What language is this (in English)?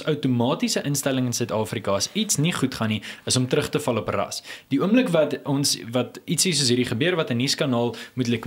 Afrikaans